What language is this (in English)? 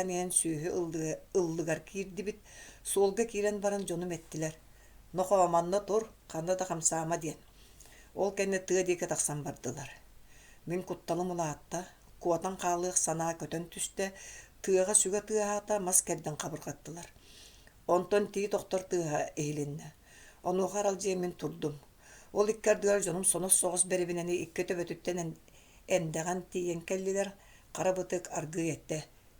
Yakut